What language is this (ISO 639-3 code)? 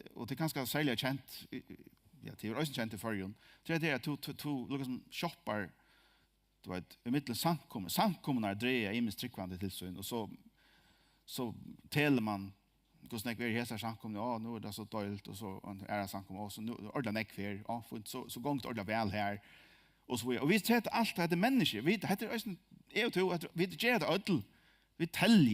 fao